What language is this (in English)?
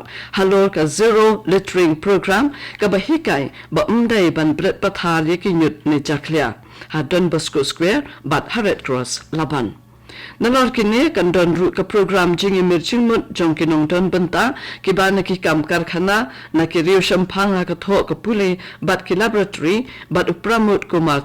Khasi